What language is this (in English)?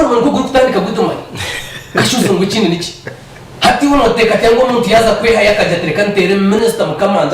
Nyankole